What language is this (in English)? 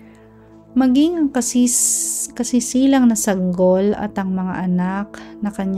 Filipino